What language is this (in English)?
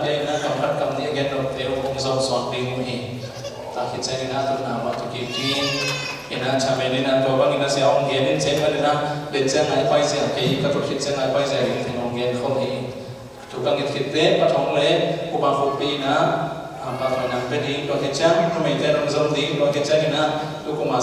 Tedim Chin